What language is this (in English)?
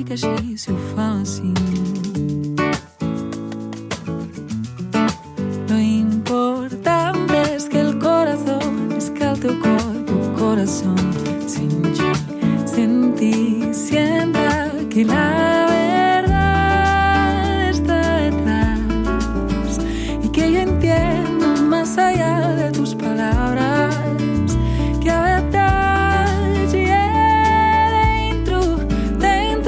Catalan